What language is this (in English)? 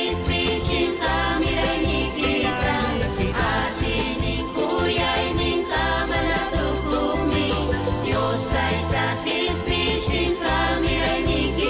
Ayacucho Quechua